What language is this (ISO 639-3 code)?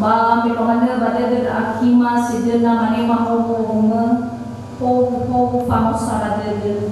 nia